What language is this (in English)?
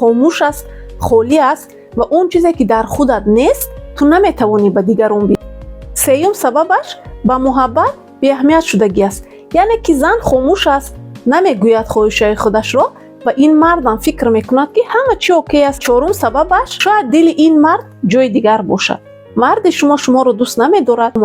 Tajik